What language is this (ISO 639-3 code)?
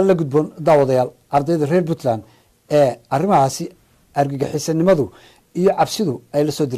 som